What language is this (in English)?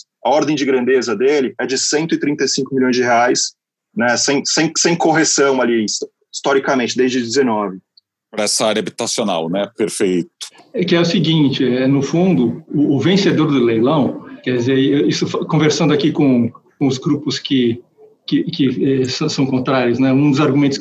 Portuguese